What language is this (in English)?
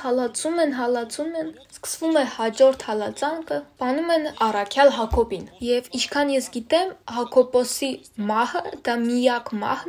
Armenian